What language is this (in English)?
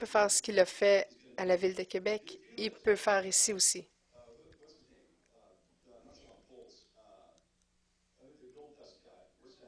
French